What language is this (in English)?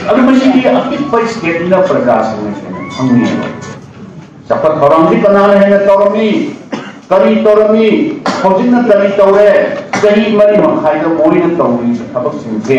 Manipuri